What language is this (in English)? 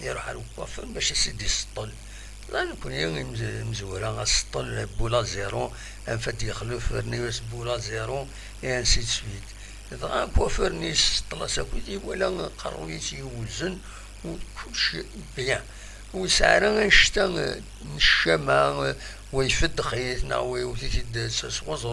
Kabyle